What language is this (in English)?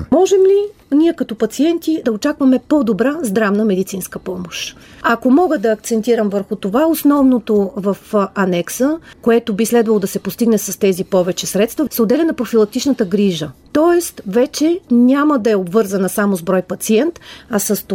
Bulgarian